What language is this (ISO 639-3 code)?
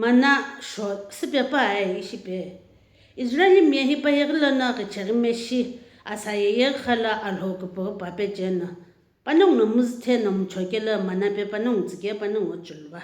nsm